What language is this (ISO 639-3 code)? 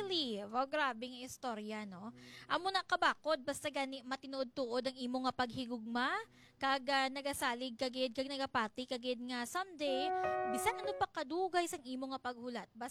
hil